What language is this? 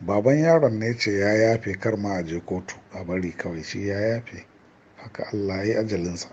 Hausa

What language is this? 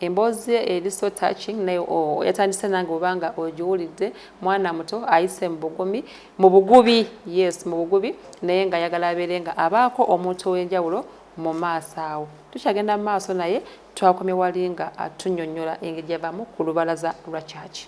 Ganda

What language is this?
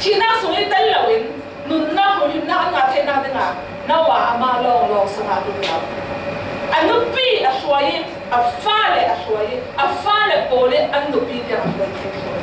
Falam Chin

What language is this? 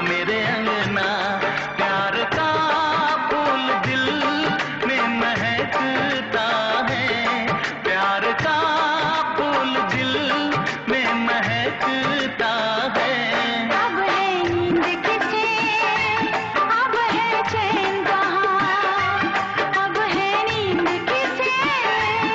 Hindi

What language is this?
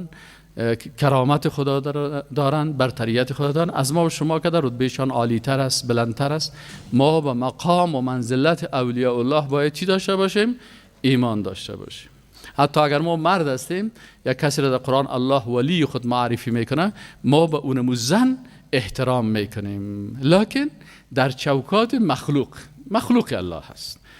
Persian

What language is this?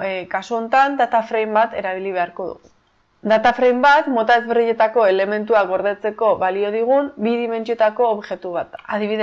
Basque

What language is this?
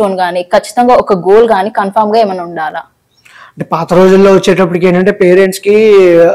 Telugu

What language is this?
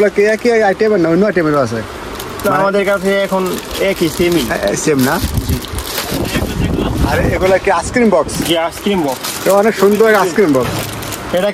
Bangla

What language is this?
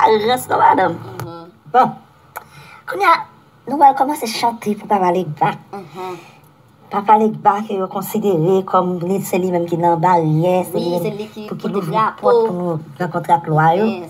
Haitian Creole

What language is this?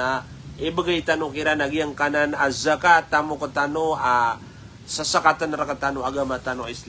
Maranao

